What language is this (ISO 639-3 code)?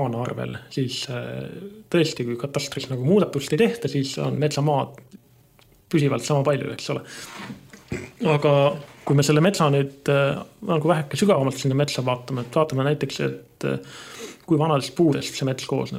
est